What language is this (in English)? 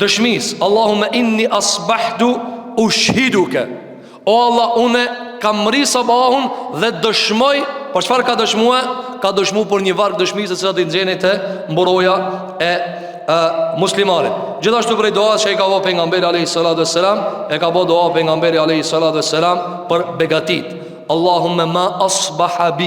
Albanian